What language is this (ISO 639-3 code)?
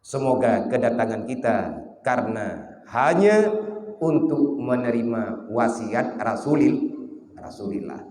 ace